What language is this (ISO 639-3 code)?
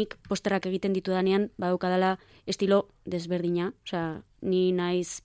eus